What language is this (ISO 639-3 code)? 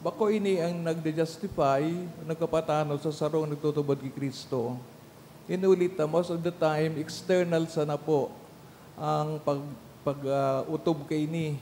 bik